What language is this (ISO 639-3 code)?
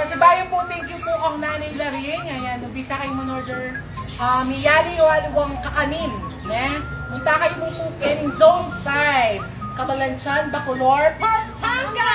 pam